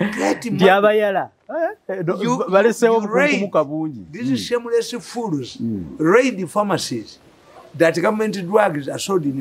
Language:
English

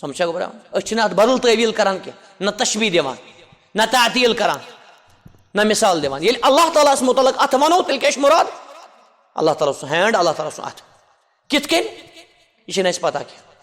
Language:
Kashmiri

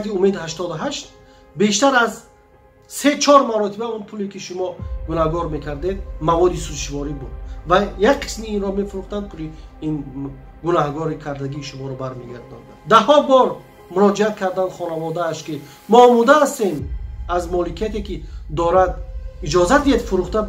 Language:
Tajik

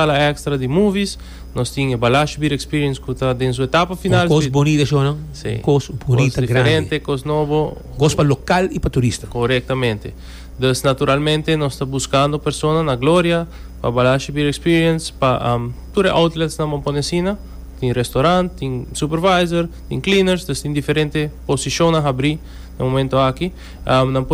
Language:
Papiamento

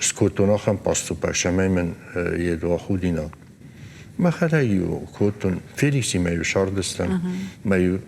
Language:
Ossetic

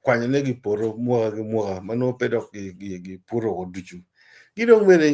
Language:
Acoli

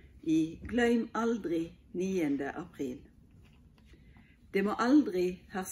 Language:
Norwegian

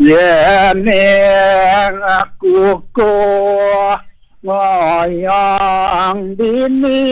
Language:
Balinese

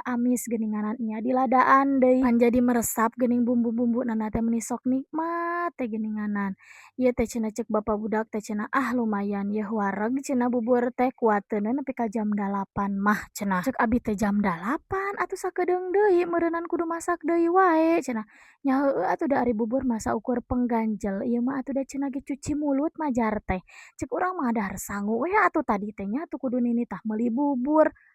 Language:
Sundanese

